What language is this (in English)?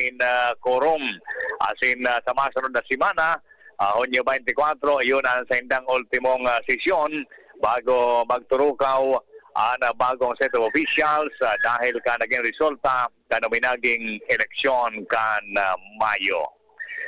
Bikol